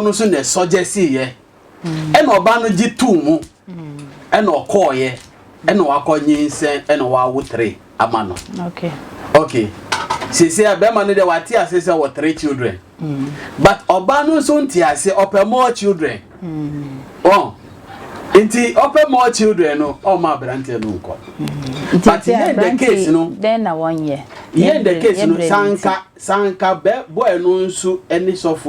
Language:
Akan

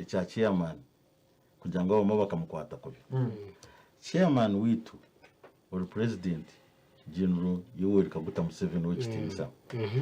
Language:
Nyankole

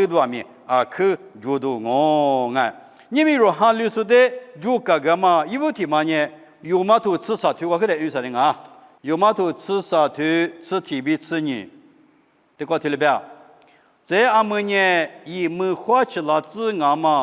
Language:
Lisu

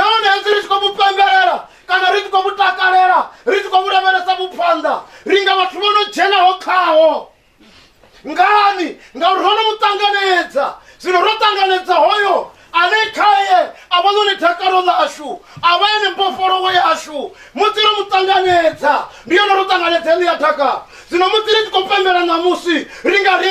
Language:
Venda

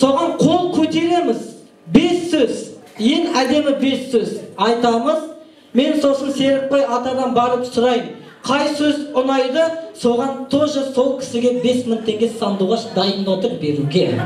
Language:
Kazakh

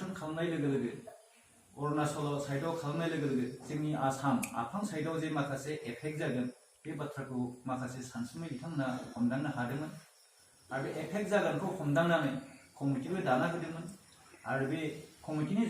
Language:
Bodo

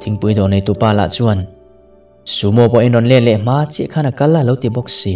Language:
Mizo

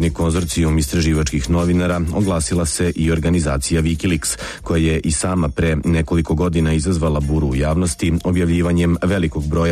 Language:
Serbian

